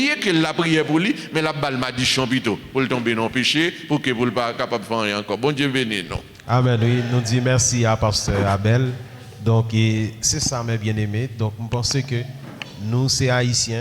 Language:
Haitian Creole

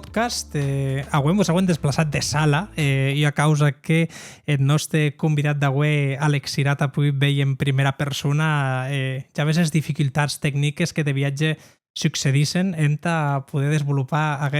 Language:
Occitan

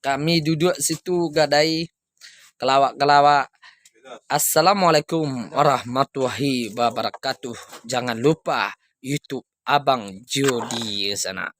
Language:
Minangkabau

